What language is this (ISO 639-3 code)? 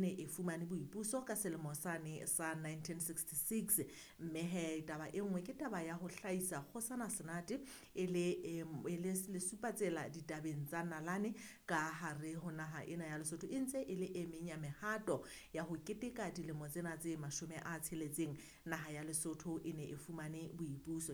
sot